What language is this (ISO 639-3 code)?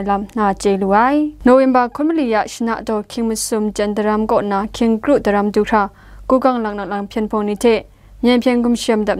kac